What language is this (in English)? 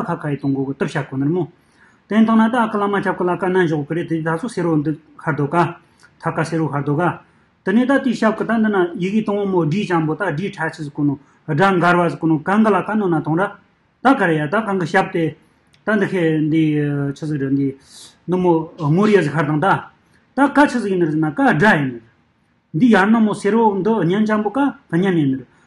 Tibetan